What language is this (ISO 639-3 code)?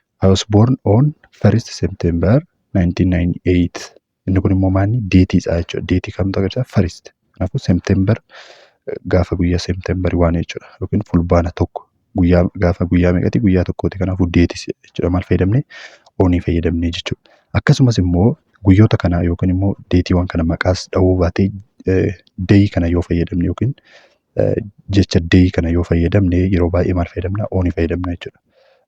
orm